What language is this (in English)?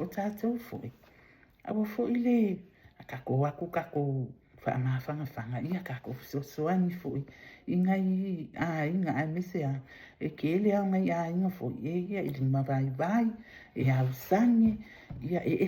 Samoan